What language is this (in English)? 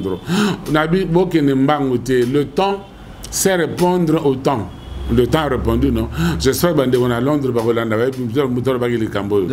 Lingala